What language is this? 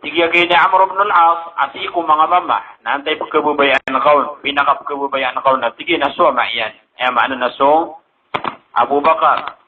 Maranao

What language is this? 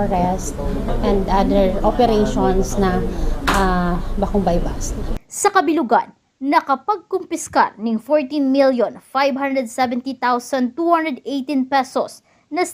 Bikol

